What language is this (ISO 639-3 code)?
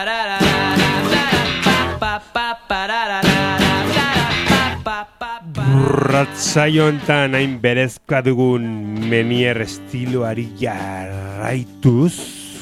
eus